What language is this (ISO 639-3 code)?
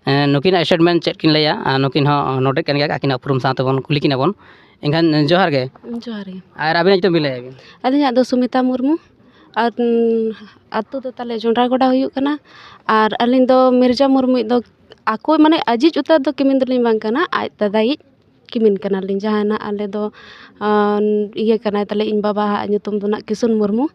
sat